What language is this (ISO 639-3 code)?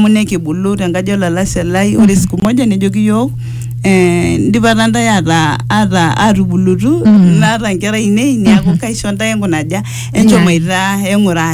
mas